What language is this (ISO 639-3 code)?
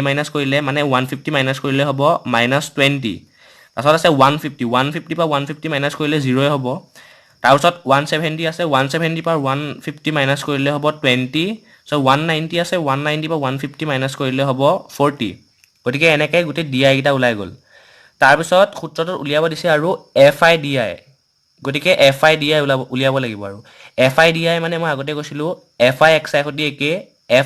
asm